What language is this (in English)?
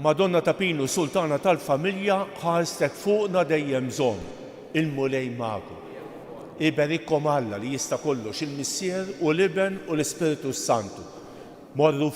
Maltese